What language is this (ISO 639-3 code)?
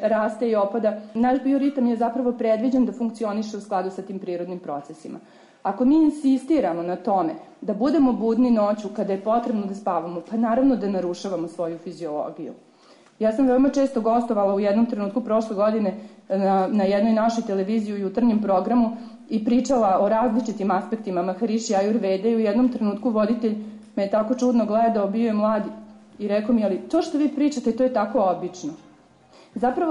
srp